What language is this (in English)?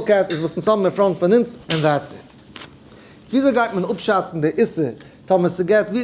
Yiddish